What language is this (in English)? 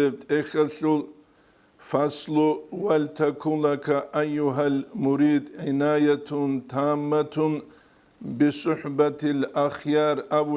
Avaric